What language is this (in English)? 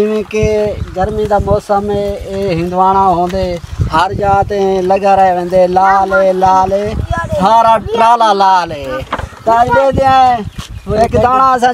Saraiki